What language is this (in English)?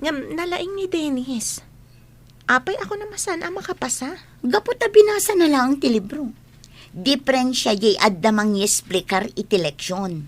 Iloko